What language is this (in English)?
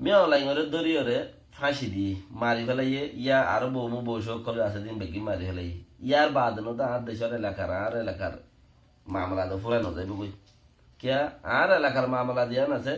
Rohingya